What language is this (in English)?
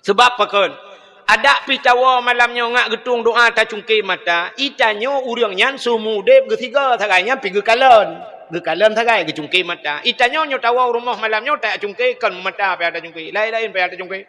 Achinese